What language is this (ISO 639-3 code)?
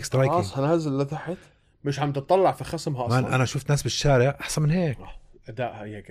apc